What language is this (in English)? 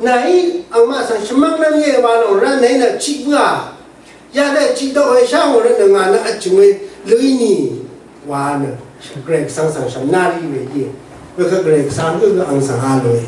Rawang